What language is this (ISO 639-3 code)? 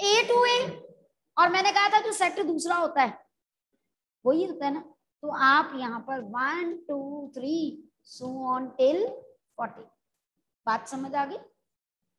hin